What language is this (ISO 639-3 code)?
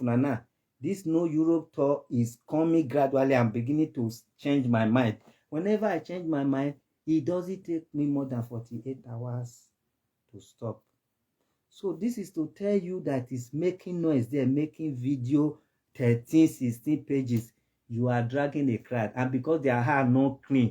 pcm